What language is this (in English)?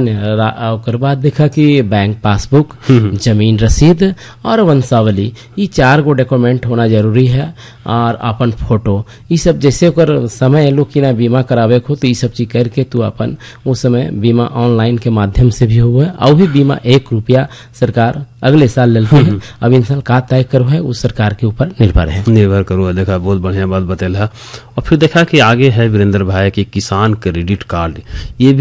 Bhojpuri